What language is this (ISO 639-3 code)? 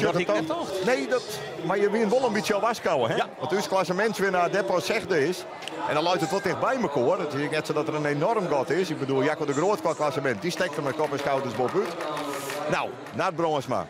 fry